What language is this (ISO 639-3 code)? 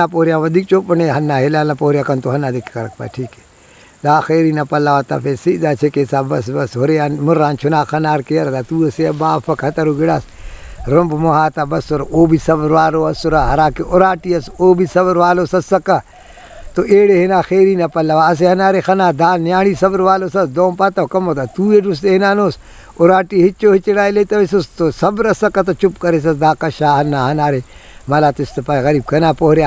brh